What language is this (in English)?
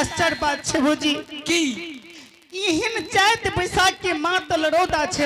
Angika